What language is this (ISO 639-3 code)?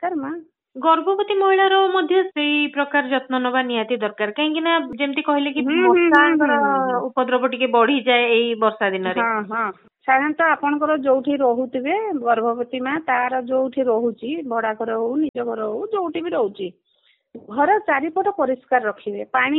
ori